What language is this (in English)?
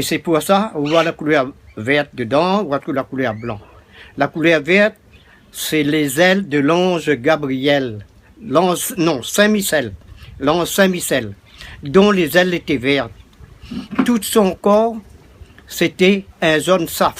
Réunion Creole French